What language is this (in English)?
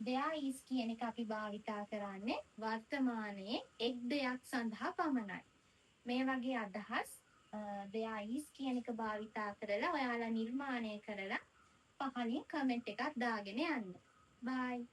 Sinhala